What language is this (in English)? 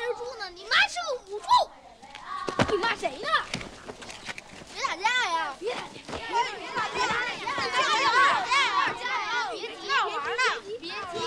Chinese